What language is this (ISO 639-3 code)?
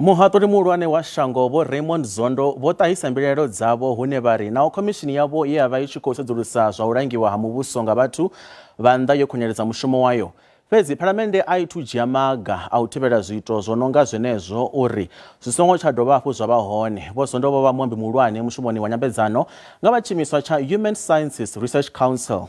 ven